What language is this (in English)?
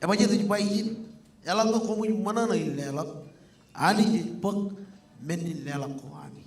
Marshallese